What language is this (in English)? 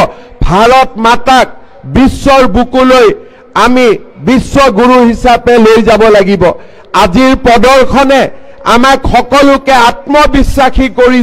Assamese